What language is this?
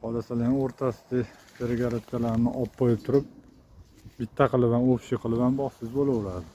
Uzbek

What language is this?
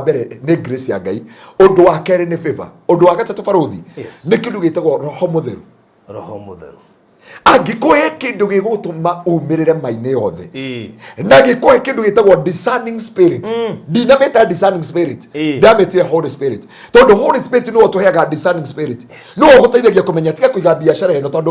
Kikuyu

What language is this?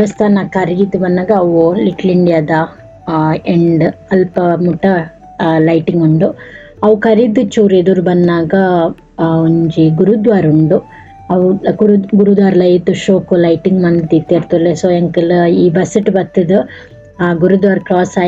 Tulu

